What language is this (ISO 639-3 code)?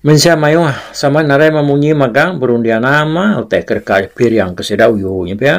iba